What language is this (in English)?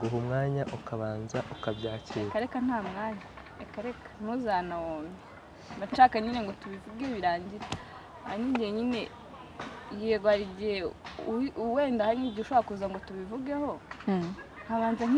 Kinyarwanda